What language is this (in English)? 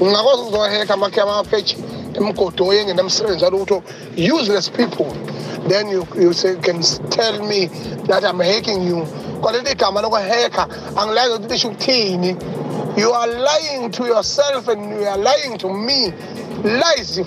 Zulu